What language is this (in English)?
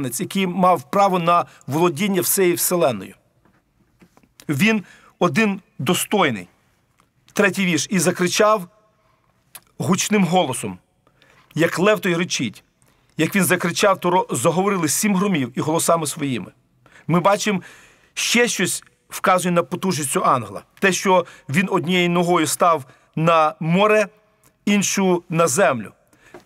Ukrainian